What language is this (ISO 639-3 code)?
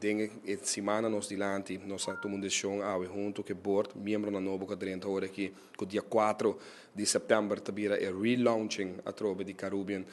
pap